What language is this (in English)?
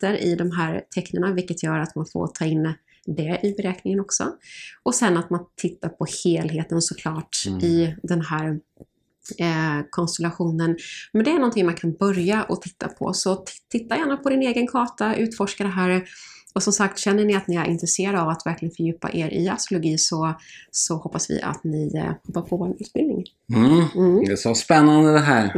Swedish